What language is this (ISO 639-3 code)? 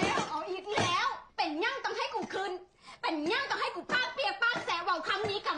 tts